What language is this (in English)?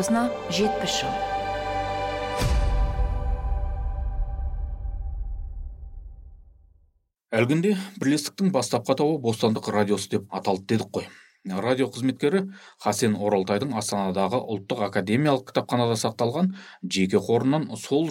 Kazakh